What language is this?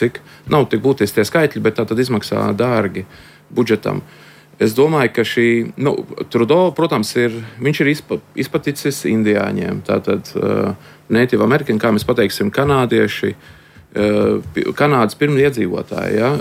Latvian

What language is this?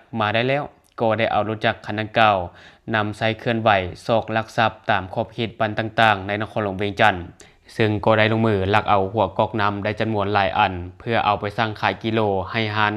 Lao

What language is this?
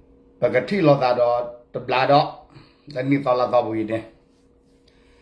S'gaw Karen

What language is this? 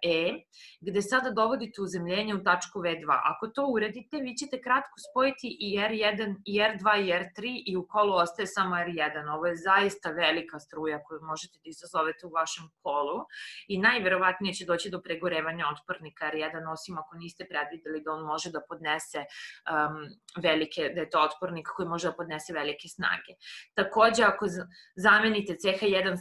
Serbian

